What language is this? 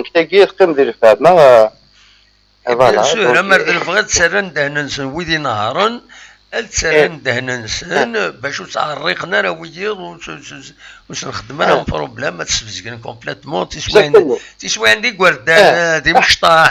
Kabyle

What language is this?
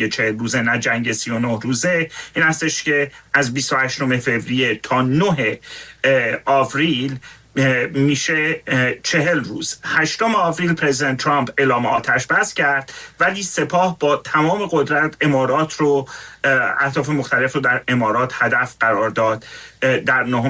Persian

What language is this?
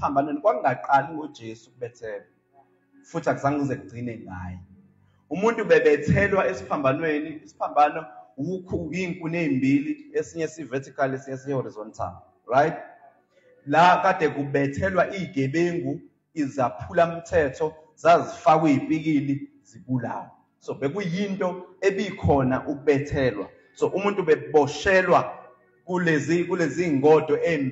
Zulu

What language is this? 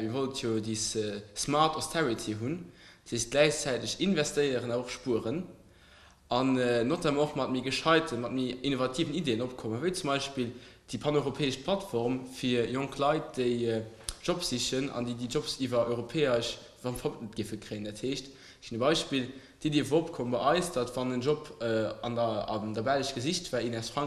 Luxembourgish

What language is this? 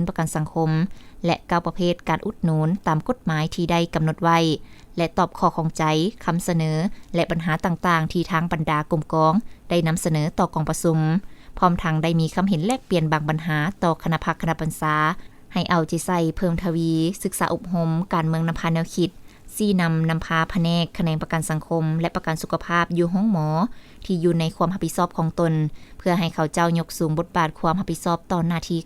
Lao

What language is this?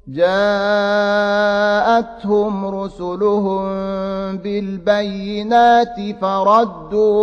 Arabic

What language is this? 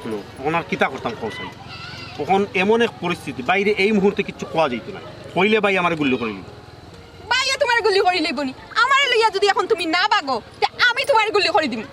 Sylheti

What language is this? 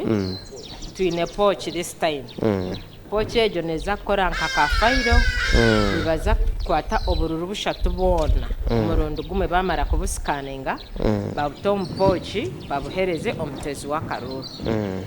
Nyankole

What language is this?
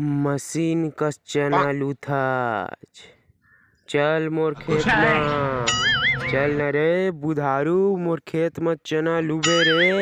Chhattisgarhi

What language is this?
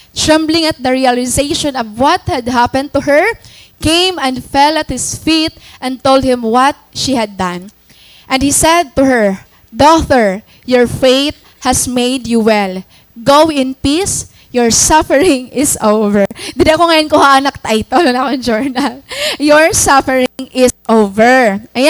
Waray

